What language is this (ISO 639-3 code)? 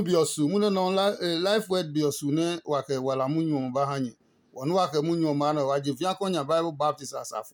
ada